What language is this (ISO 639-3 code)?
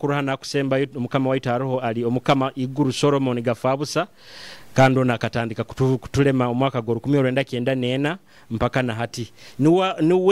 nyo